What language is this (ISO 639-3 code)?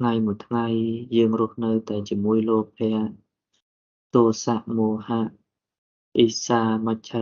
khm